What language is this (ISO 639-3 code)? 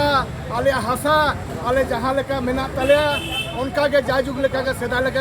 sat